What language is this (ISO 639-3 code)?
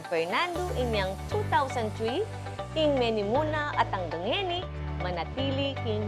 pam